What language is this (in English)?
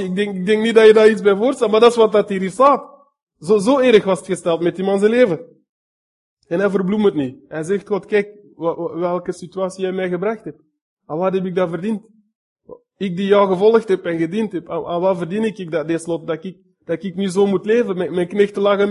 Dutch